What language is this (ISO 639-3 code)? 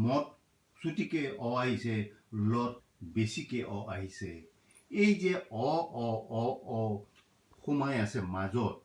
asm